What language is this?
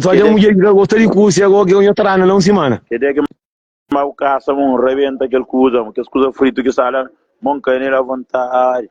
Kabuverdianu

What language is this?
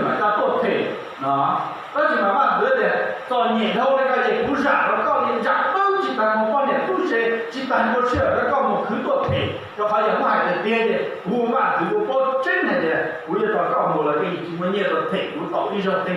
Hmong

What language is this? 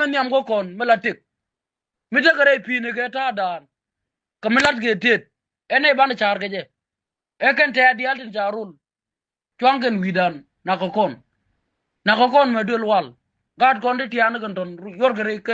Nuer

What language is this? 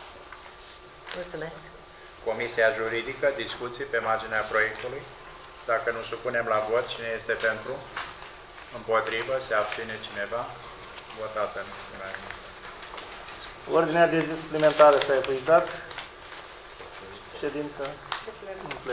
Romanian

